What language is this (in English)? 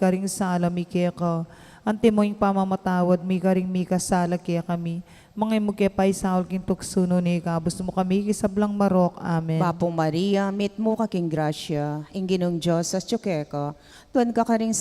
Pampanga